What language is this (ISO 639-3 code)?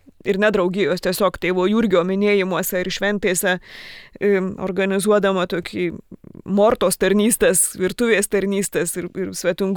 lit